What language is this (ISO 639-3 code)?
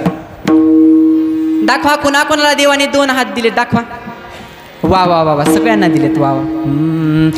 mar